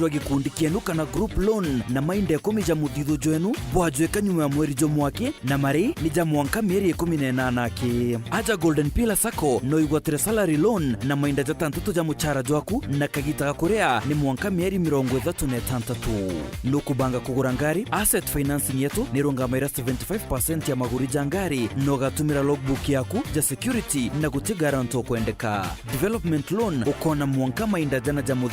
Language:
Meru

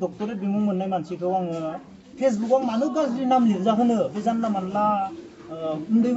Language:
Bodo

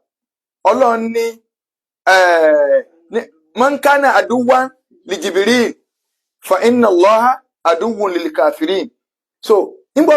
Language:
Yoruba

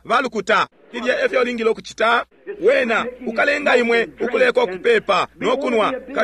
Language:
Bemba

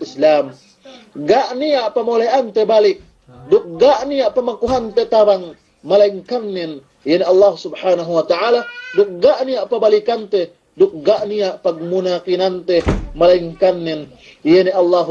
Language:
Yakan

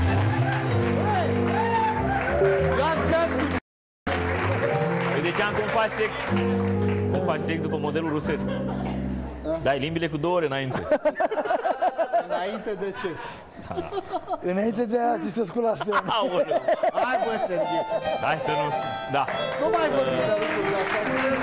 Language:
Romanian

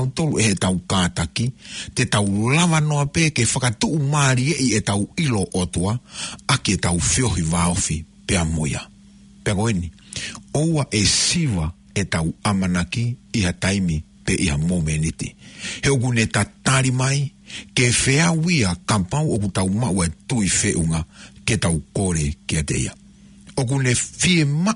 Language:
Tongan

